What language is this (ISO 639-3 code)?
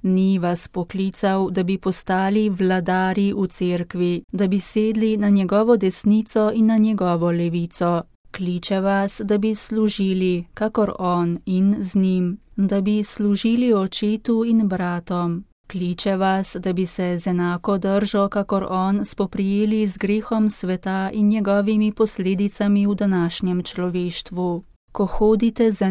slv